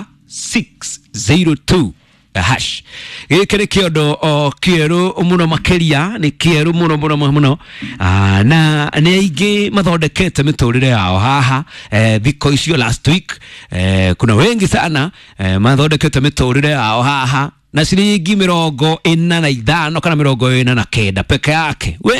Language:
Kikuyu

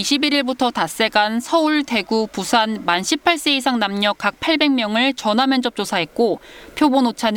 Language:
Korean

